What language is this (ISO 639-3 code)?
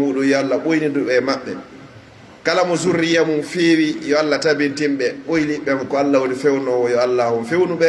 fuf